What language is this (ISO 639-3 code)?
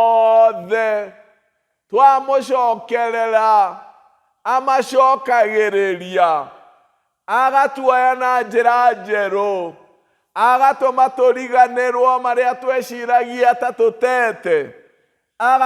kik